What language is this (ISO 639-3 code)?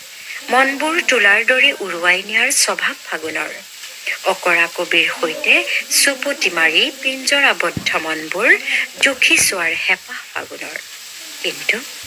asm